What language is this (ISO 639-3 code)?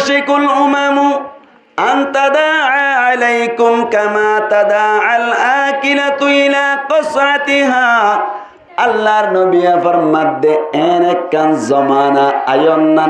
rhg